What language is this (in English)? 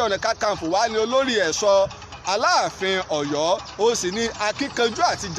Yoruba